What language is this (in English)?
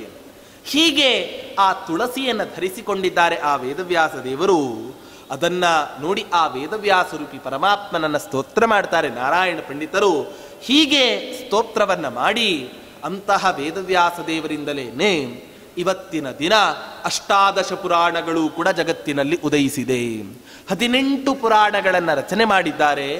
Kannada